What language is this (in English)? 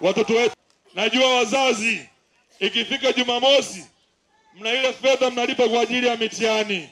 Swahili